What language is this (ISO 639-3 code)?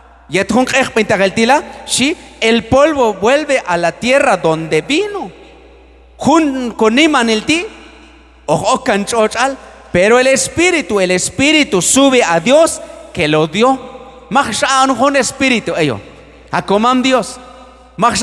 kjb